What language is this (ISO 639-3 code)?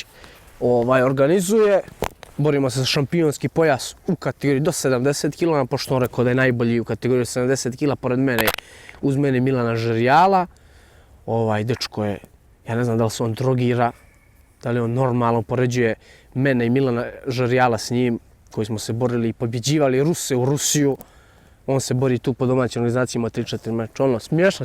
bos